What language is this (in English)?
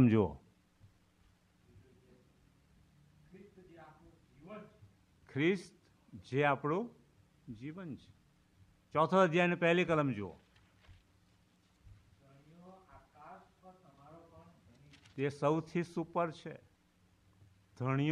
Gujarati